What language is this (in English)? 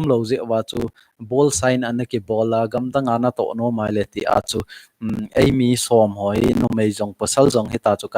Thado Chin